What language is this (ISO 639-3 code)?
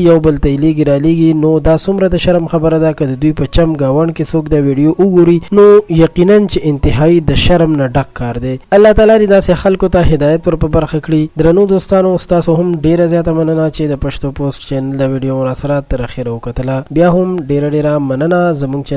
pus